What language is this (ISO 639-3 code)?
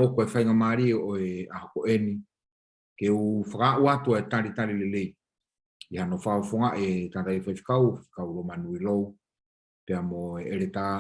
ton